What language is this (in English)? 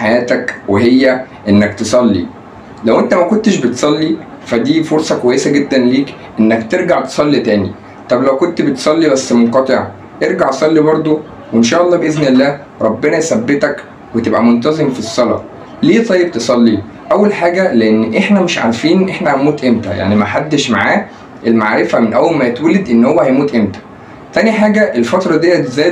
Egyptian Arabic